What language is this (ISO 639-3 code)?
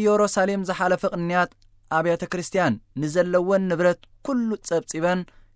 tir